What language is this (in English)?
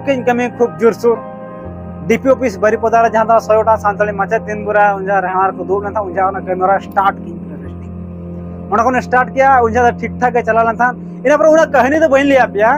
Santali